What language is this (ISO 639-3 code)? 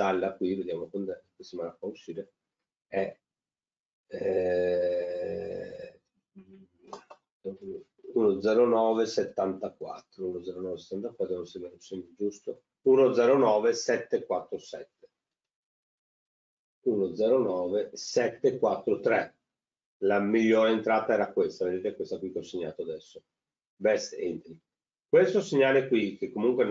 ita